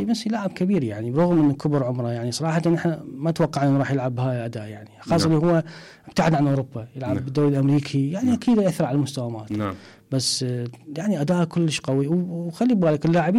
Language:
Mesopotamian Arabic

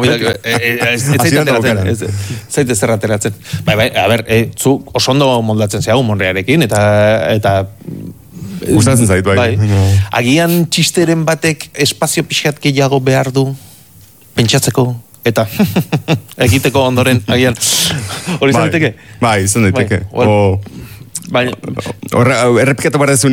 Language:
Basque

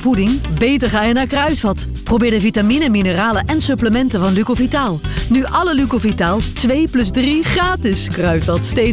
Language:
Dutch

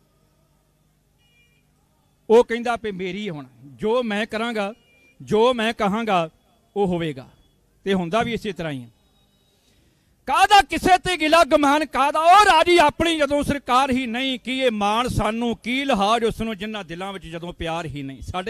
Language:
Punjabi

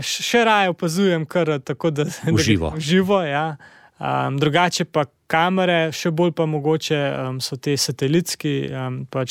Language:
Slovenian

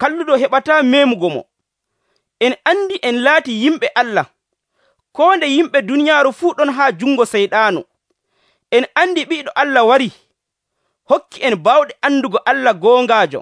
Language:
Nigerian Fulfulde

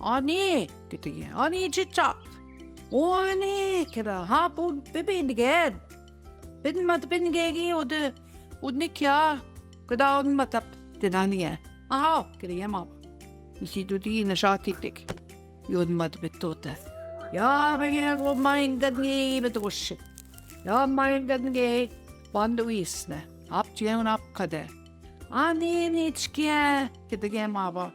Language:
Central Ojibwa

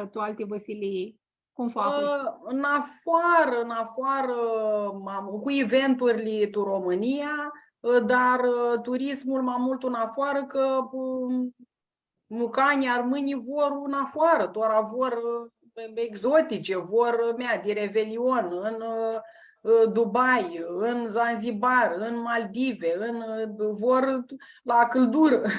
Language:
Aromanian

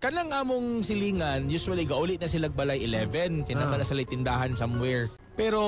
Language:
Cebuano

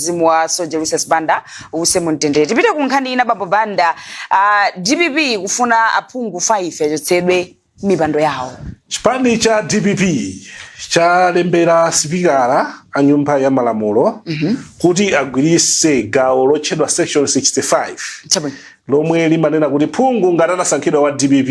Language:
Nyanja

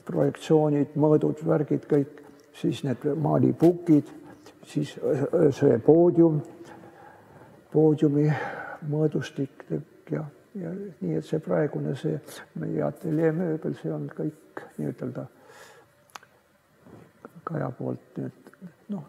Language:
Estonian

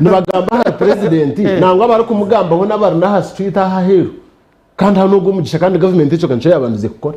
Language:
Nyankole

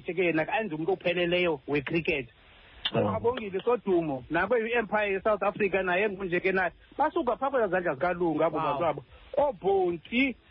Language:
Xhosa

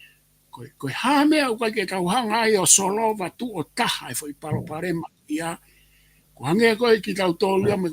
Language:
Tongan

